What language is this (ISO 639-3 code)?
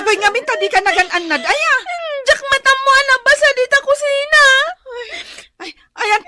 ilo